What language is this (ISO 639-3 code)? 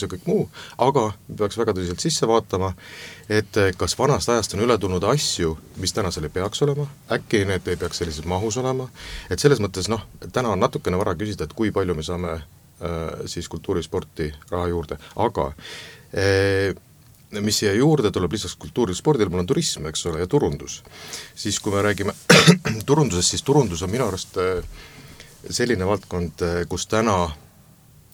est